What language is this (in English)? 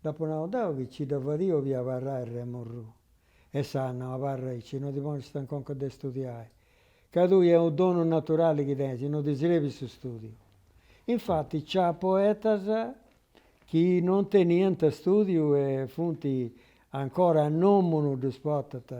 Sardinian